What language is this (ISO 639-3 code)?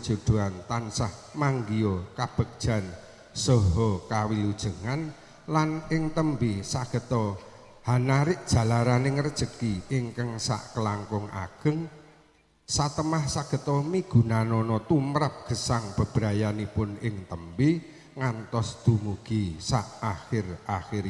jav